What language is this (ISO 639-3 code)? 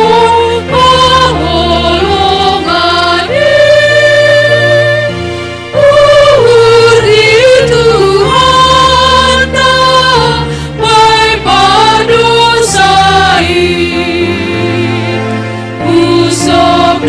bts